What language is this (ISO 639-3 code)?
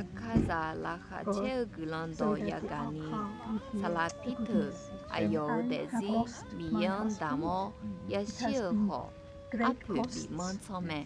ahk